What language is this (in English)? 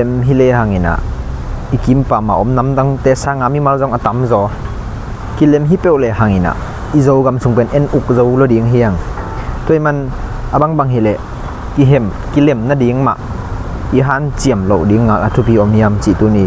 Tedim Chin